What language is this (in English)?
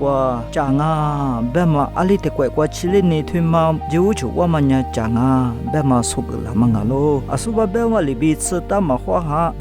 Lisu